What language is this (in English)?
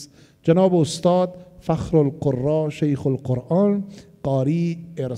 Persian